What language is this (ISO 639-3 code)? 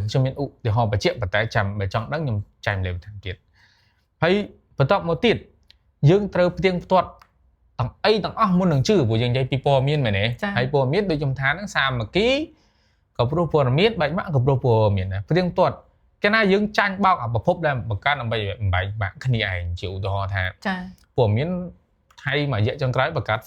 khm